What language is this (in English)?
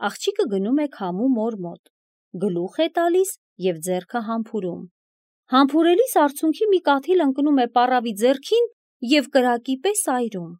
Armenian